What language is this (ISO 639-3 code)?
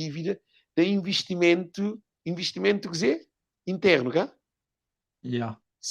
kea